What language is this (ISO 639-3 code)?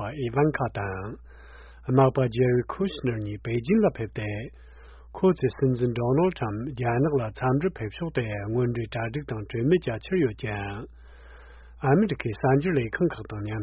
bod